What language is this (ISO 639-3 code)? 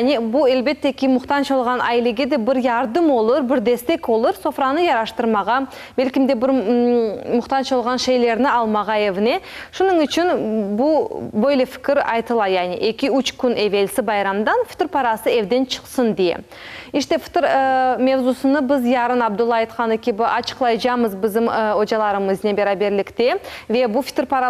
crh